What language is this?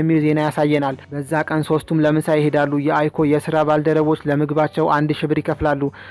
Amharic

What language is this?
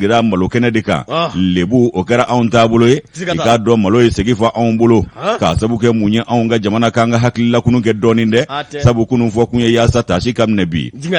Bambara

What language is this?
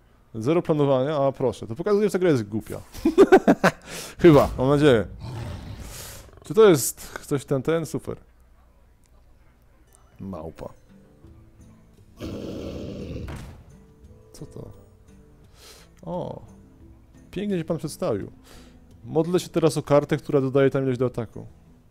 Polish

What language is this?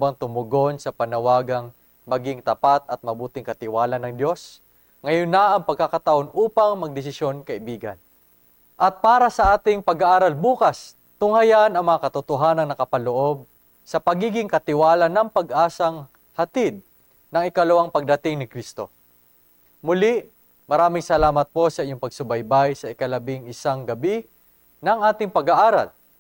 Filipino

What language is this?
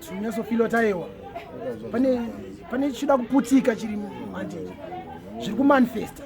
Shona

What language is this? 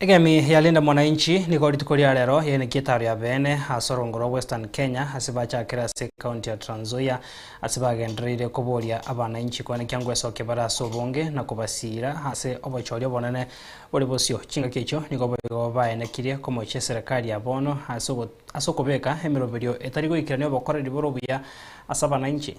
Gusii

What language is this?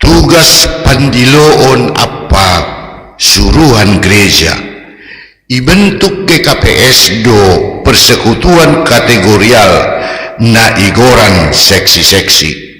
Batak Simalungun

